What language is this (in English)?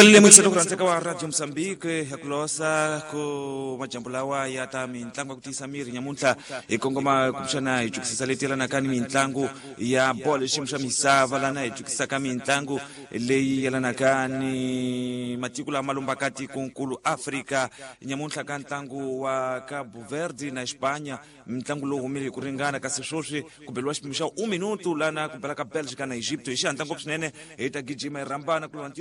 Tsonga